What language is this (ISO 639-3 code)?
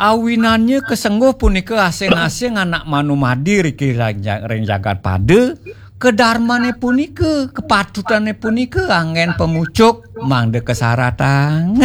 ban